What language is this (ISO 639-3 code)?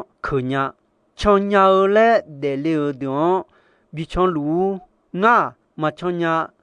ahk